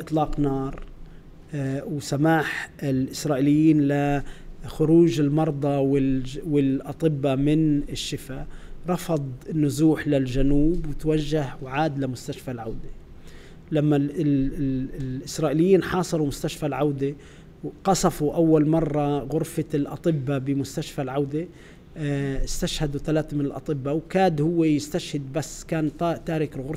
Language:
North Levantine Arabic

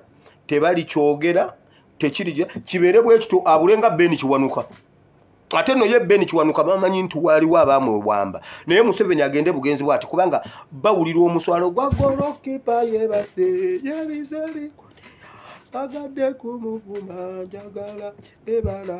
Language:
Ganda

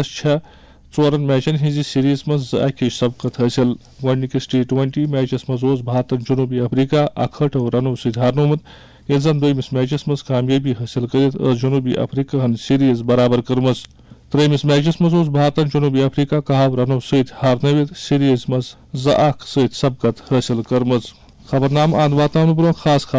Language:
Kashmiri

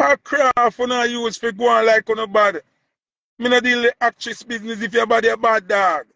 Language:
Jamaican Creole English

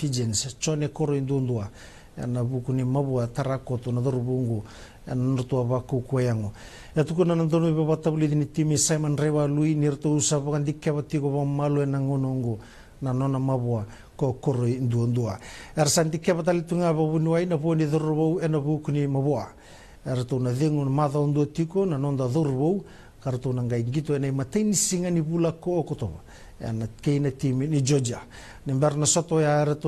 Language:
Fijian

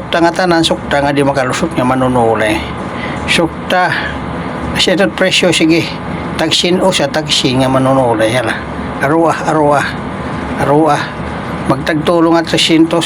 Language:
Waray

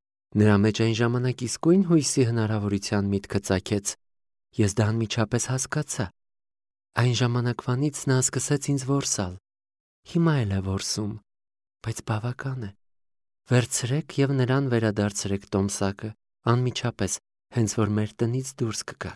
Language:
Armenian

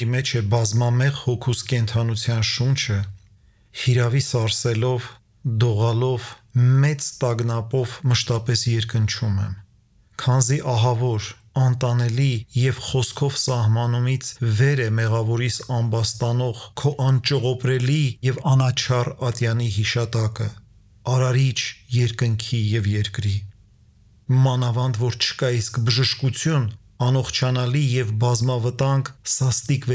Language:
Armenian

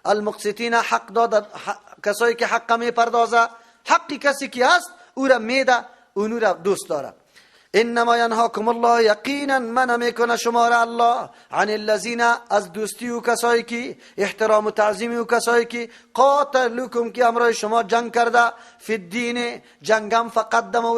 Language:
Persian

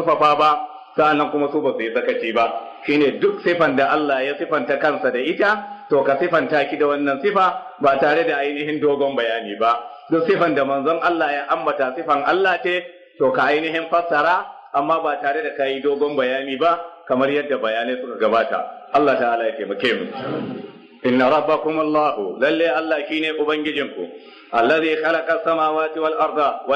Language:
Hausa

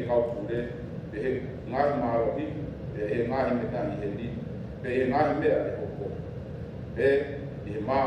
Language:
Tongan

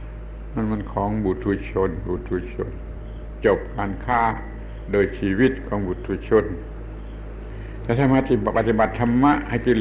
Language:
Thai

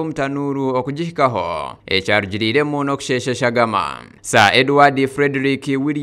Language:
Nyankole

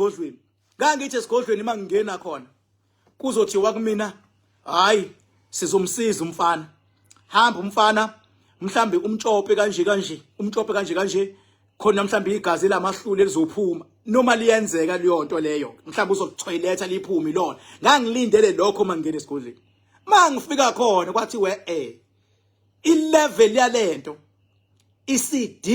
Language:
Zulu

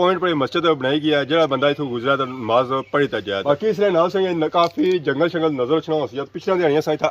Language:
Pahari-Potwari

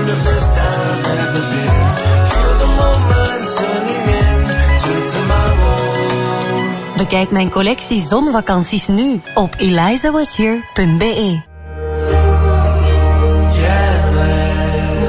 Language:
Dutch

